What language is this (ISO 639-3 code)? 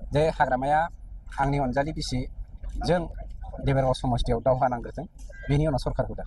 brx